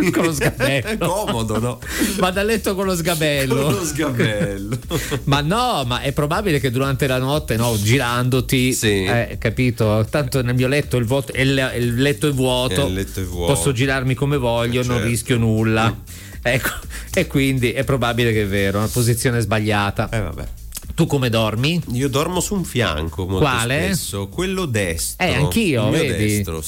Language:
Italian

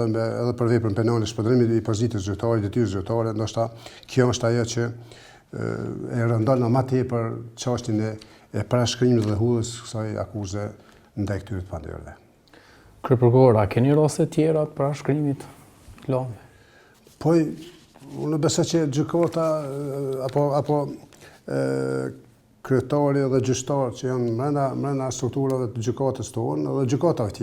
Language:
Albanian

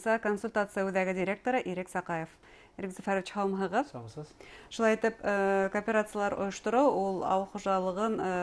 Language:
Bashkir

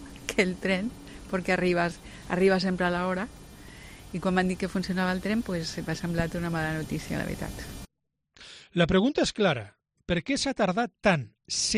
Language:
Catalan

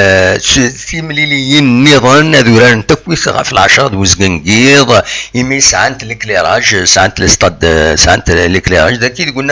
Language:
Kabyle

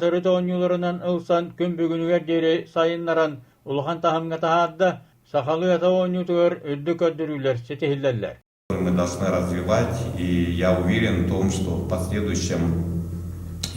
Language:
Yakut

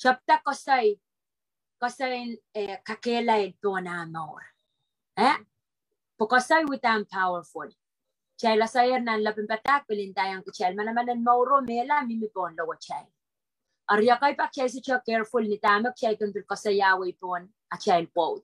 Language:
Pohnpeian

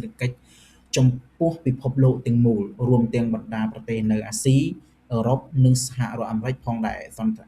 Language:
Khmer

